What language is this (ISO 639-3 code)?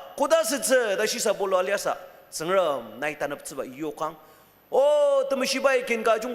njo